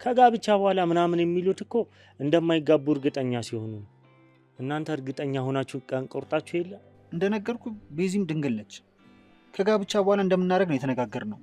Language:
Amharic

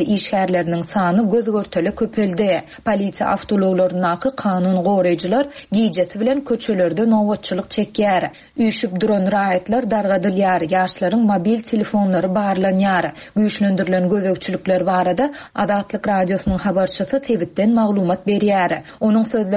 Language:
Turkmen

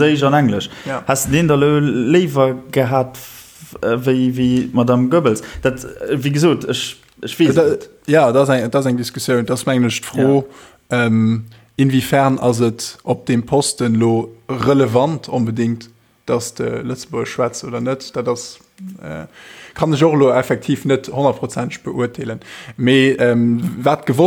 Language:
Luxembourgish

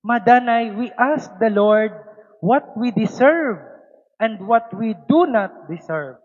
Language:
Waray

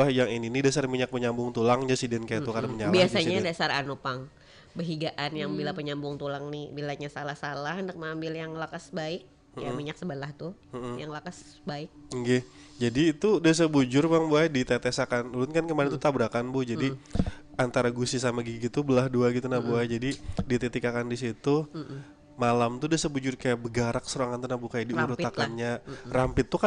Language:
Banjar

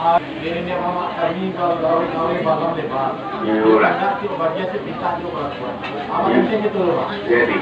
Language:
Minangkabau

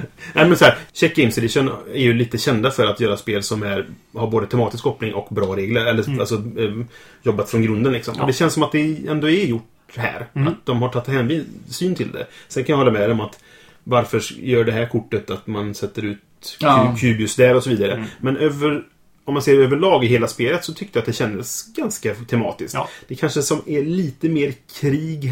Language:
Swedish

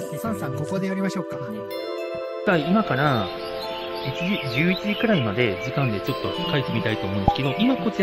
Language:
Japanese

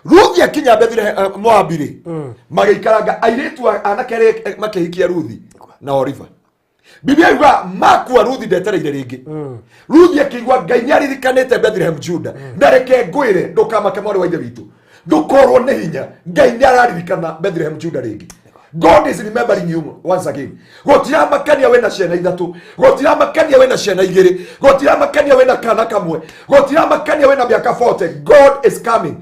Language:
Kikuyu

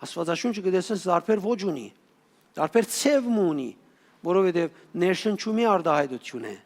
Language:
Western Armenian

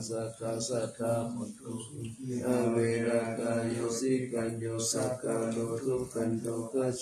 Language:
Pali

